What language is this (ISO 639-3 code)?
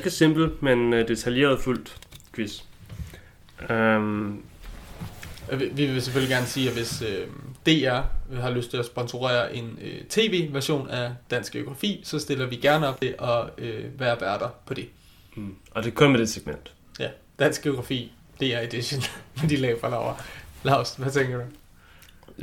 dan